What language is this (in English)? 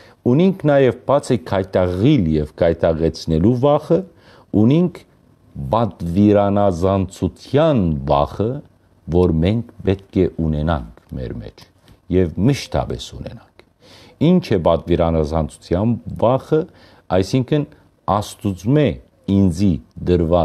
Western Armenian